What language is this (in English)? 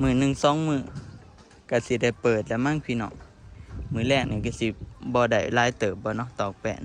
Northeastern Thai